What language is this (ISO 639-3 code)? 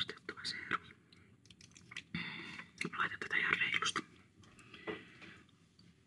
fin